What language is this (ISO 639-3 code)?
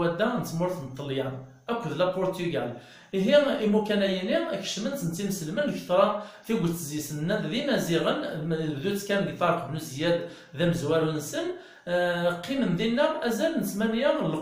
kab